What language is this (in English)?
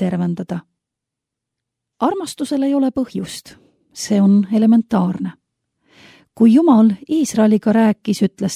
Estonian